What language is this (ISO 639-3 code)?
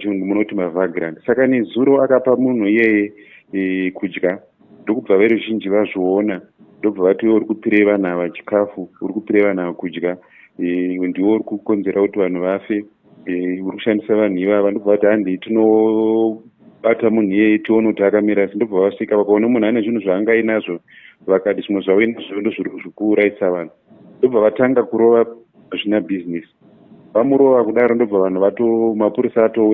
sna